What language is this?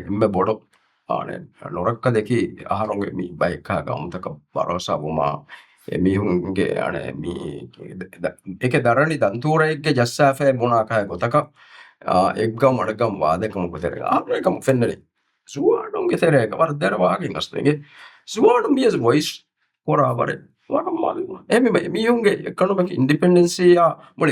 Divehi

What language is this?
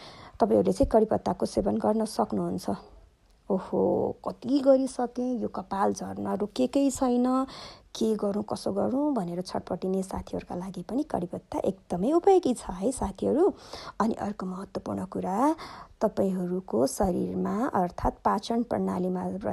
Nepali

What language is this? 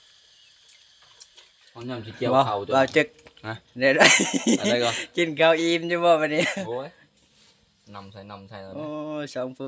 Lao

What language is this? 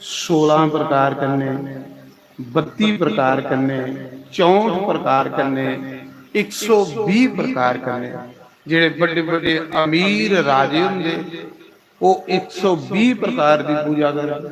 Dogri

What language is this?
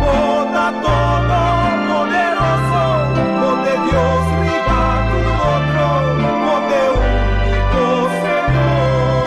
Papiamento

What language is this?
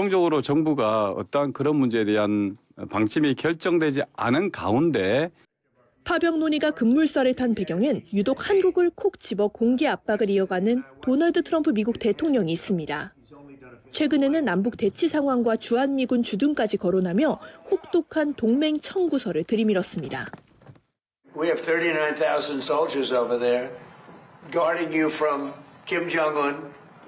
Korean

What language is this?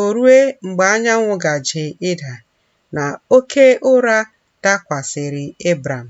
Igbo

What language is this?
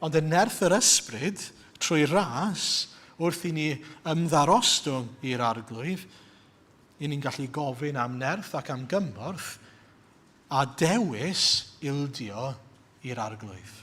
Welsh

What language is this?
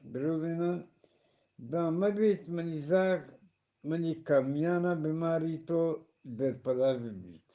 Eastern Balochi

